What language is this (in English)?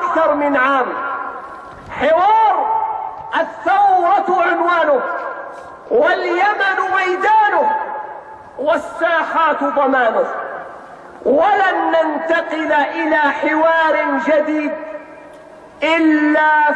Arabic